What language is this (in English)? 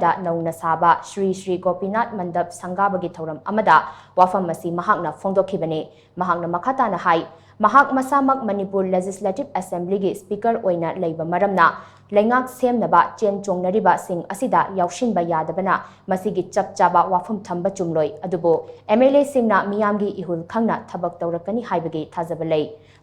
Manipuri